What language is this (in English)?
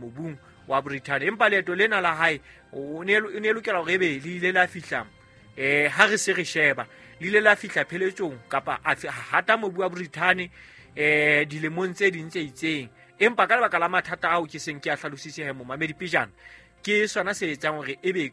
Southern Sotho